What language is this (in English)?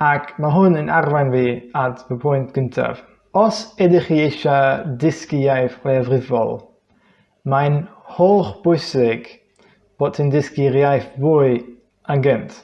Welsh